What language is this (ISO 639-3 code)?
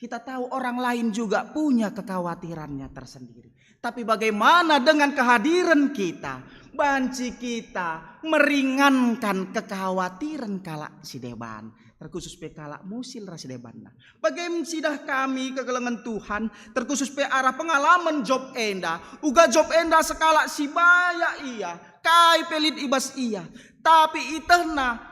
btx